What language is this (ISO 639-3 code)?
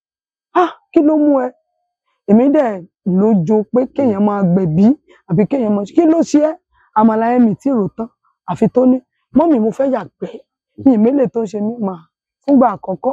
yor